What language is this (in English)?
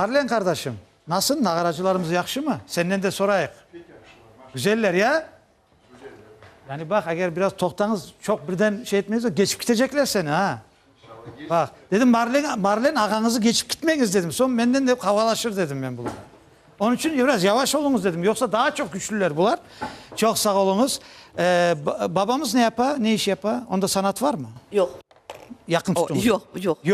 Crimean Tatar